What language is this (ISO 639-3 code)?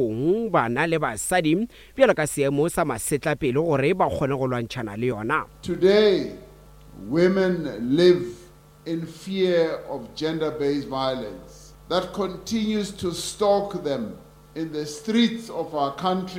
nso